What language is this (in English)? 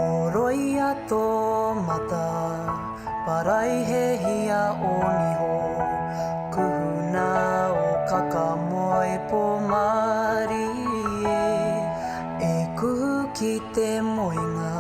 Māori